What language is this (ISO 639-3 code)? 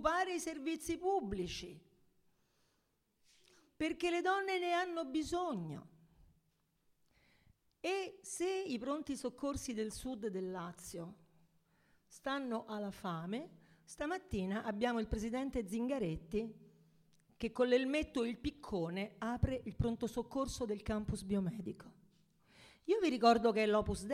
ita